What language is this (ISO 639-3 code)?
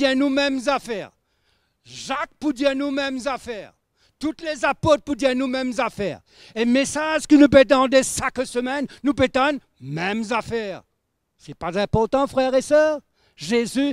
mfe